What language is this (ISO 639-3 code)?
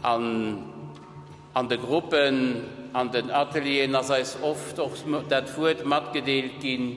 ltz